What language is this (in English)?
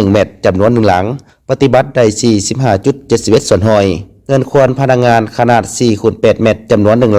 Lao